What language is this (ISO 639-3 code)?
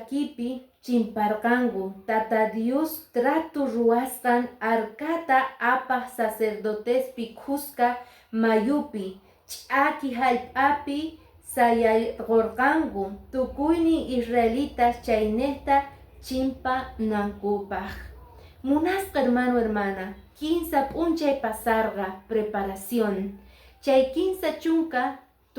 que